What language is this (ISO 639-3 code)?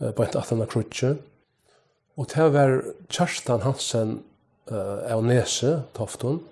fao